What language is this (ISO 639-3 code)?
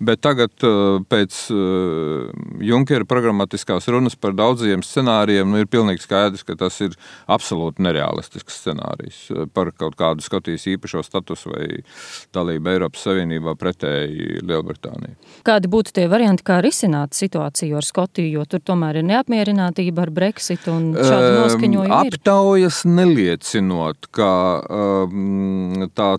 lav